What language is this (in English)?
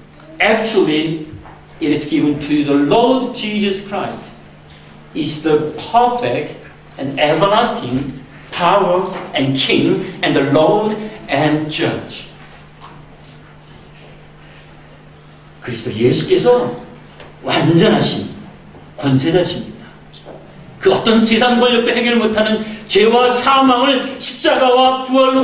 Korean